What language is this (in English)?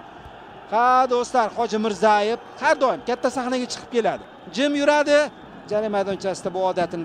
Uzbek